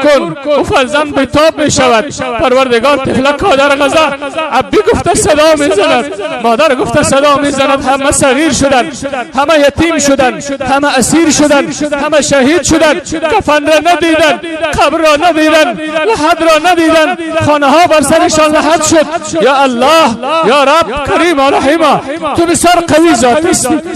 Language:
Persian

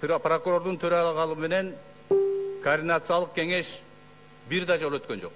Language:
Kyrgyz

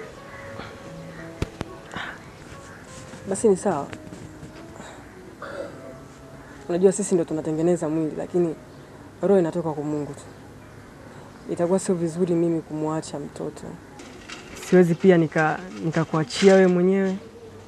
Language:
Swahili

